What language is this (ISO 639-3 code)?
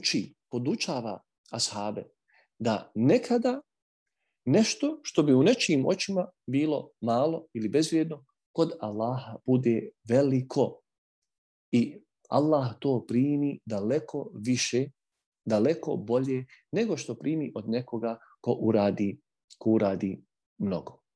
bos